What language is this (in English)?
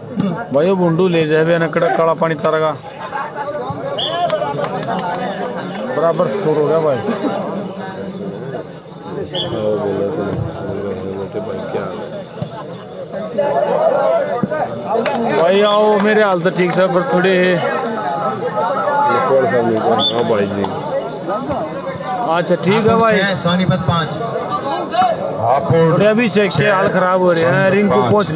Hindi